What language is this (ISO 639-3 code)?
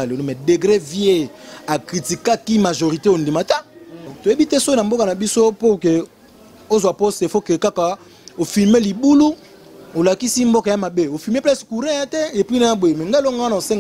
lin